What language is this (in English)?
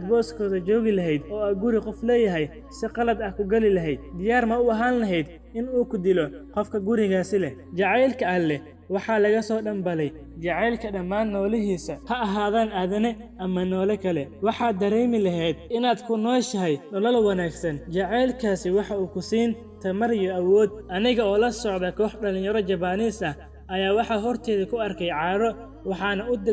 Somali